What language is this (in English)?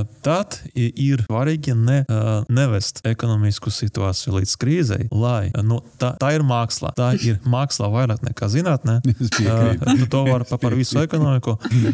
Latvian